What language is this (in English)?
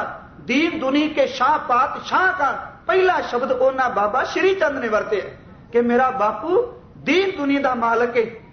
Punjabi